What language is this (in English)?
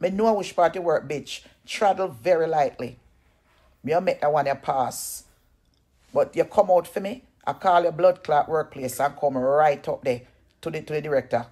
Jamaican Creole English